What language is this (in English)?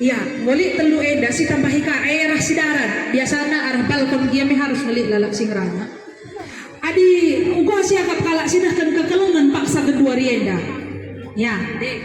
Batak Karo